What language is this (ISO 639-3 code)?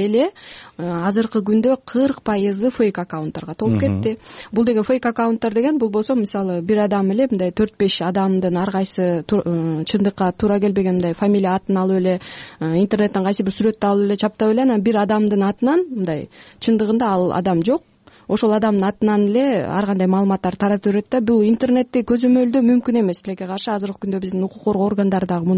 kir